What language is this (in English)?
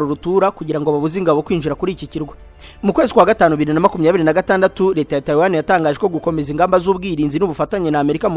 Kinyarwanda